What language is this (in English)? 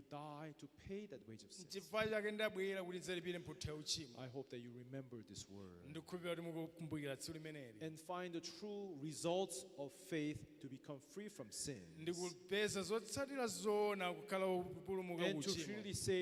Nyanja